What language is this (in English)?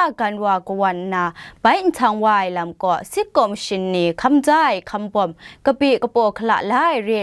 Kachin